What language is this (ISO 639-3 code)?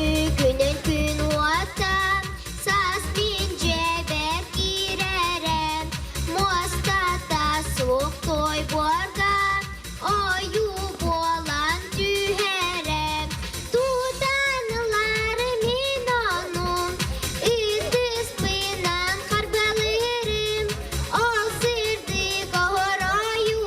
sah